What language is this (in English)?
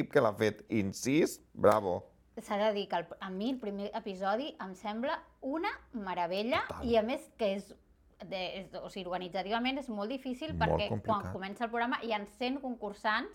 Catalan